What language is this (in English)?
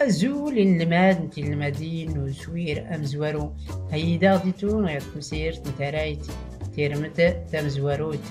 Tachelhit